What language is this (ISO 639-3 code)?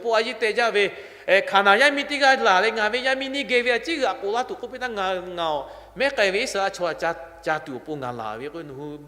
lhu